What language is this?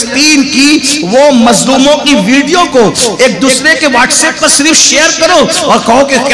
Hindi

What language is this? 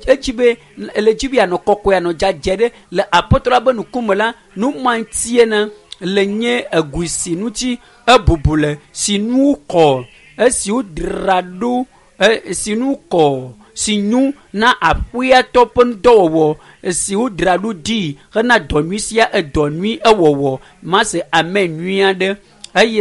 Ewe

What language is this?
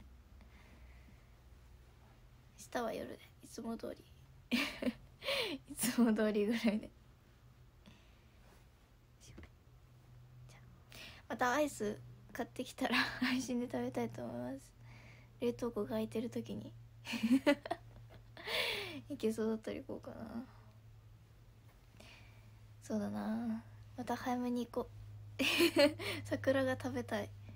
Japanese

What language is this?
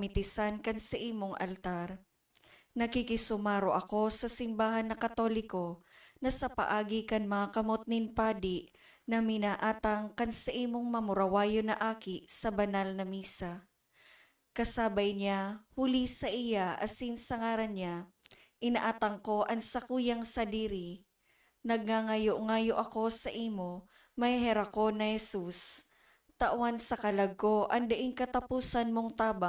Bikol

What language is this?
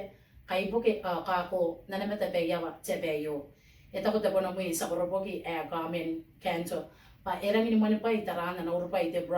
Gilbertese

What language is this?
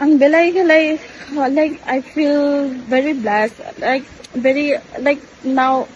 Kok Borok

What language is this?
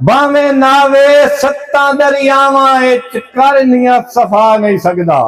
Saraiki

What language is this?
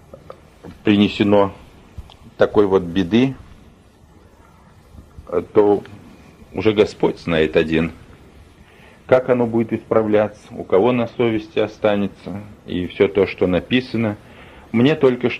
Russian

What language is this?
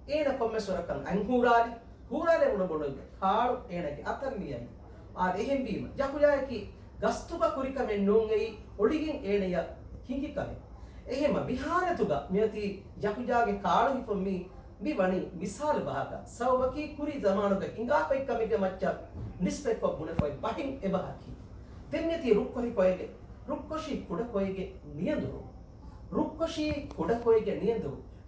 Divehi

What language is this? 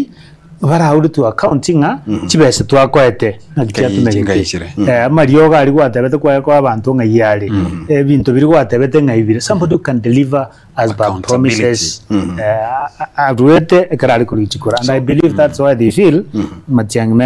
Gusii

